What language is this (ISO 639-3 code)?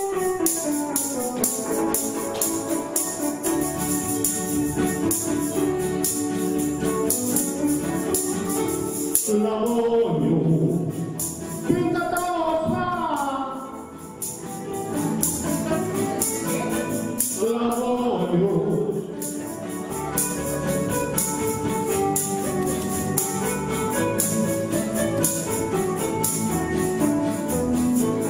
cat